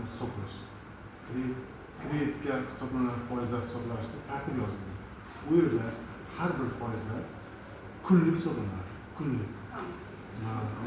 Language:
Uzbek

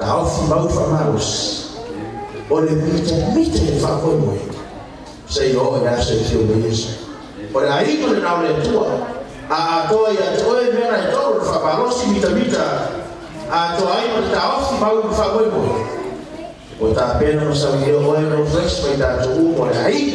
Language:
Samoan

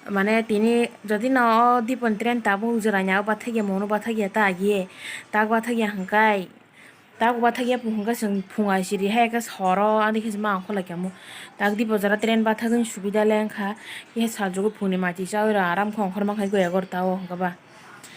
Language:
Kok Borok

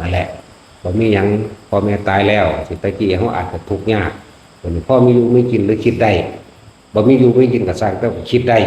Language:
Northeastern Thai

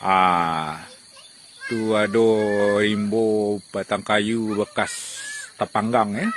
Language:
Minangkabau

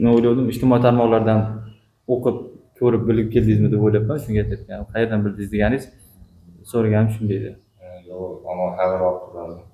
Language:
Uzbek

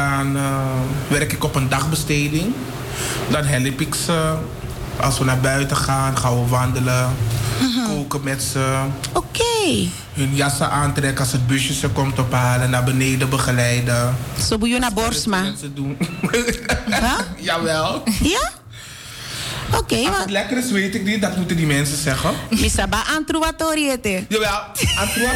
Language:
Dutch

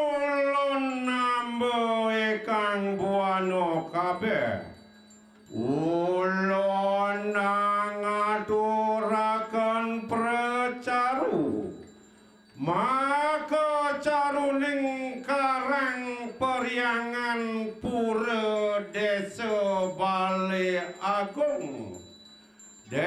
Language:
Balinese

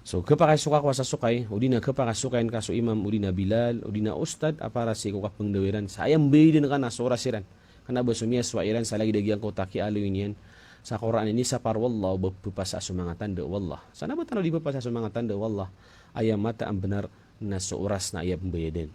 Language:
Maranao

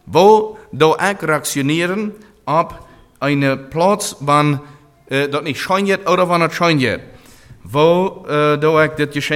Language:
German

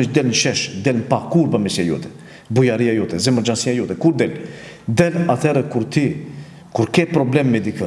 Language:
Albanian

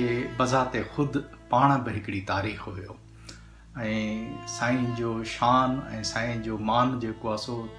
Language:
Sindhi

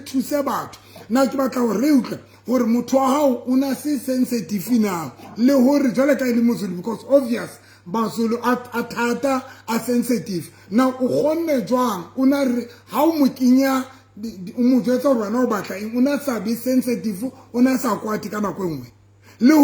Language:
Southern Sotho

